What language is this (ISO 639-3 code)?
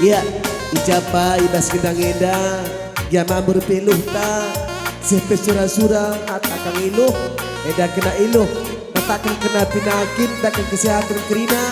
btx